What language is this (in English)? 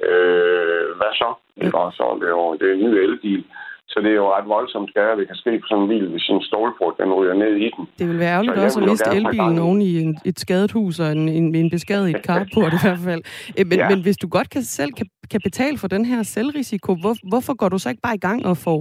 Danish